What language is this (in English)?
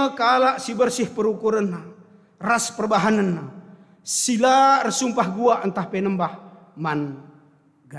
Batak Karo